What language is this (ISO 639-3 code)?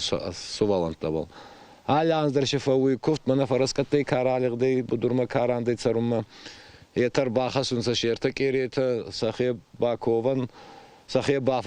oss